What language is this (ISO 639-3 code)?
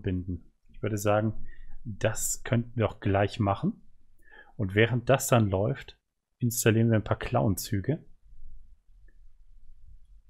deu